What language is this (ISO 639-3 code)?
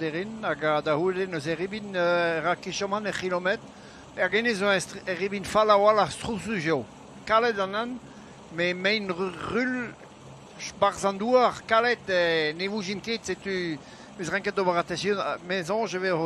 bre